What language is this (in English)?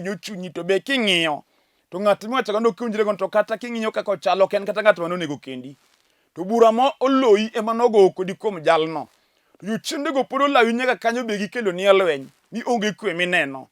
Luo (Kenya and Tanzania)